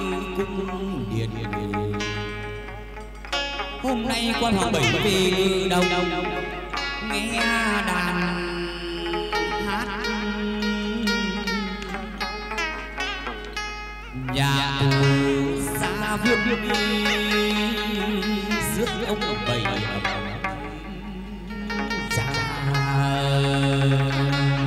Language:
Vietnamese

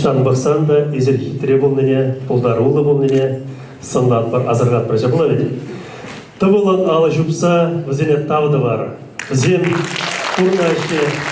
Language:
Chuvash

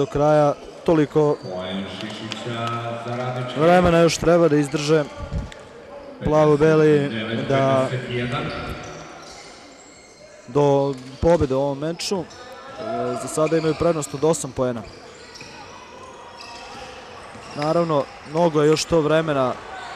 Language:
Serbian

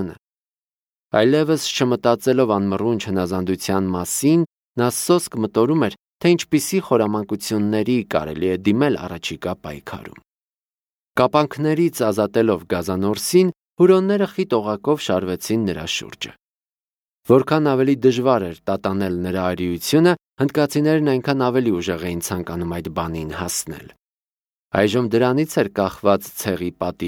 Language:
Armenian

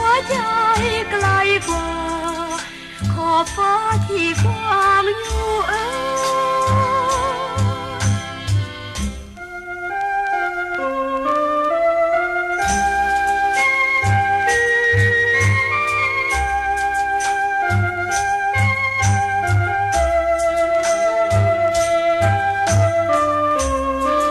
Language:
Thai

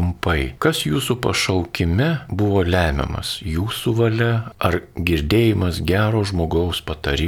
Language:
Lithuanian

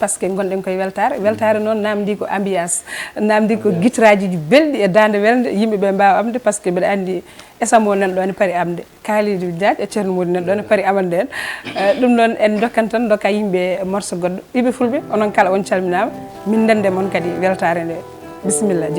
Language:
Fula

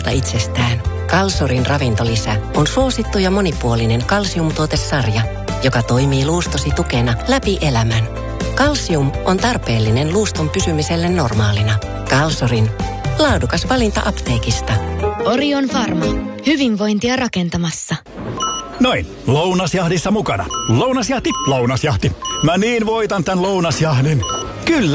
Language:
Finnish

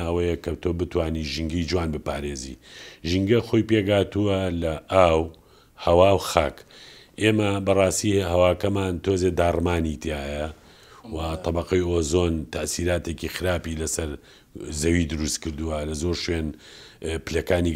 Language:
Central Kurdish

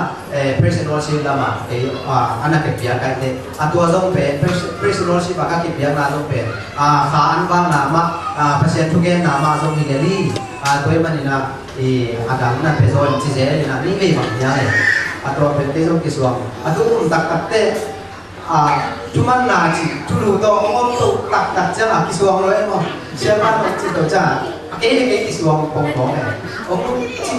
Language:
Tedim Chin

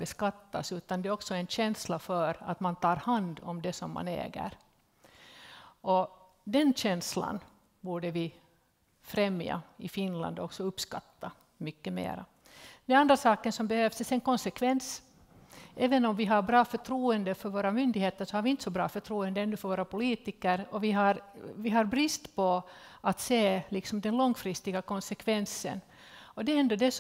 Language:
Swedish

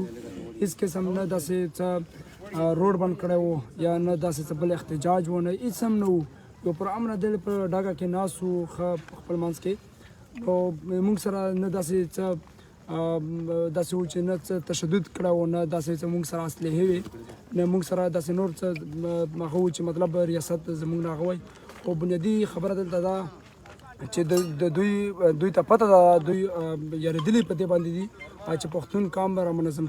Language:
Pashto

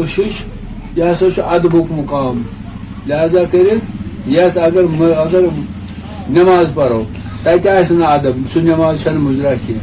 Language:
Kashmiri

